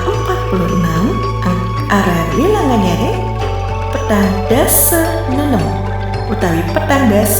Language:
Balinese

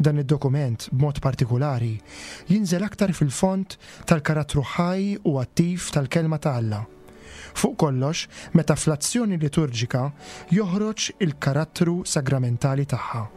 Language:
Maltese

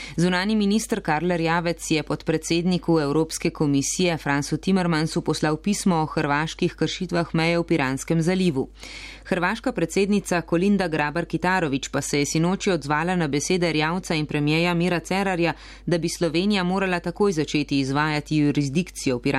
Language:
Slovenian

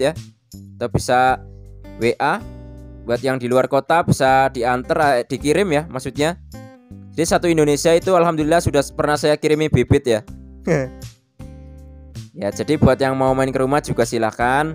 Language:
Indonesian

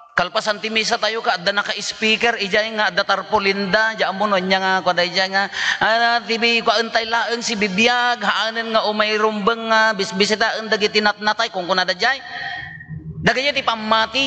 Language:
Iloko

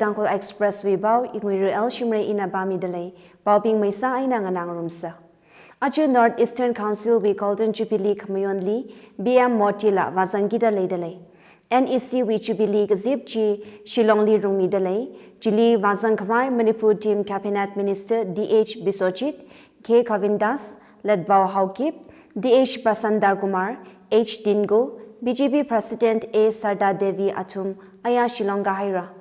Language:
Tangkhul Naga (India)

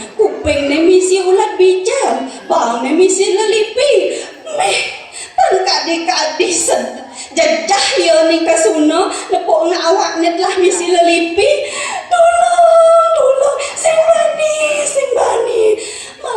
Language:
Balinese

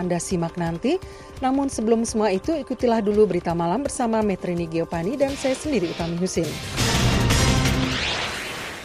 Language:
Indonesian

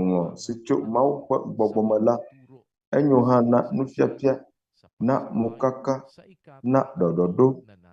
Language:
Ewe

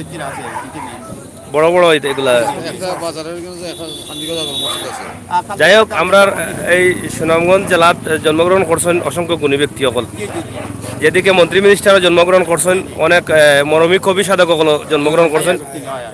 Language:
Sylheti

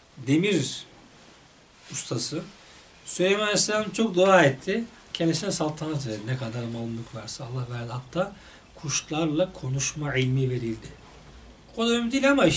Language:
Turkish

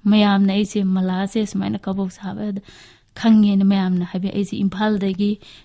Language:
Manipuri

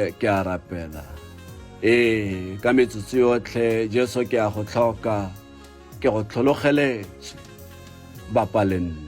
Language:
Tswana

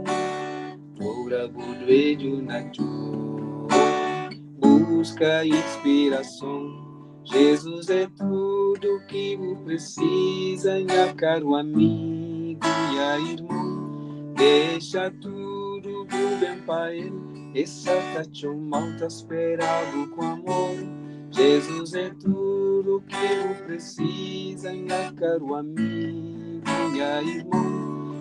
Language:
Kabuverdianu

